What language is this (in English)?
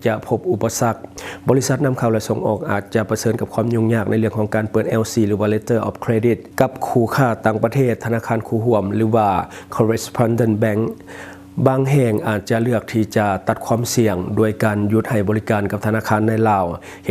Lao